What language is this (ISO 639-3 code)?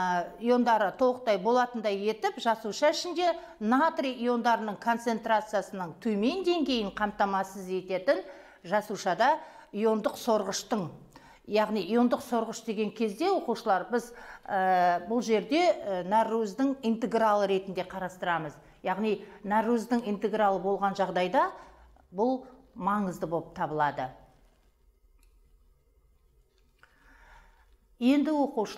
kaz